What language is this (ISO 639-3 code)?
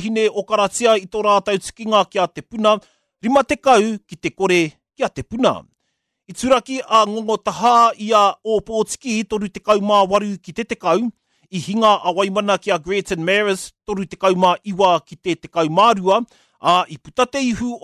mri